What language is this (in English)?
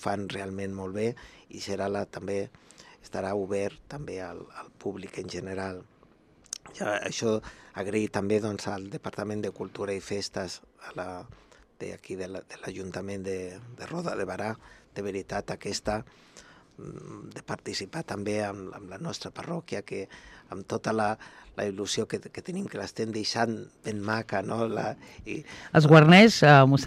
Catalan